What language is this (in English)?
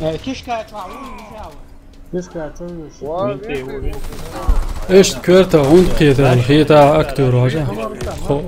Chechen